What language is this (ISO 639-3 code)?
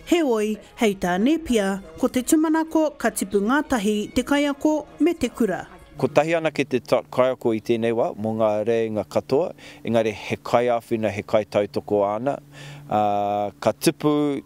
mri